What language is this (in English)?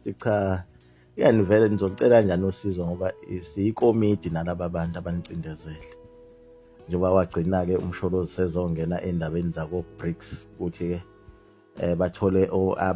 Zulu